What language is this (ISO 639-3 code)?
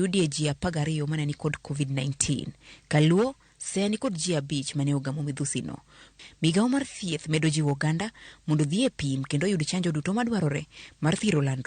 luo